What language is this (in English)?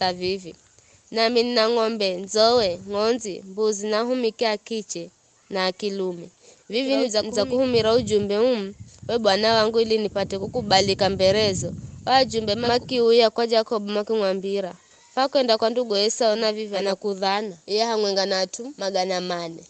Giryama